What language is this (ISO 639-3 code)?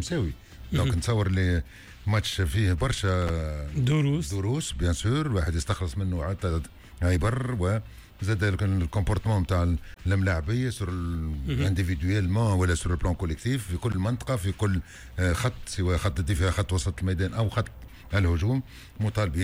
aeb